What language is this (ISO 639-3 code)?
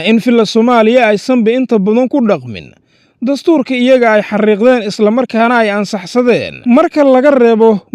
som